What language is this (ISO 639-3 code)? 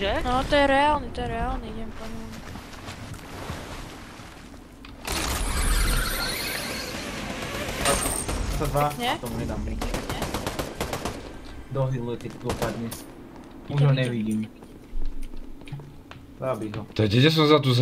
slk